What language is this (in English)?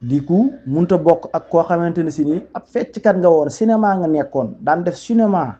Wolof